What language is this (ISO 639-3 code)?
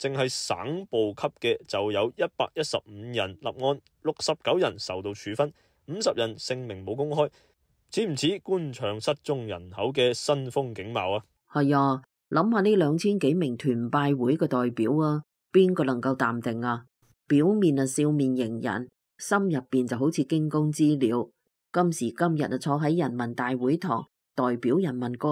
yue